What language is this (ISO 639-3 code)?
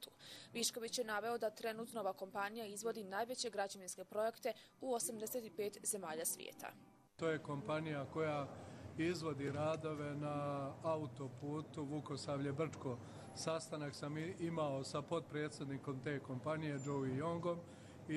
hrv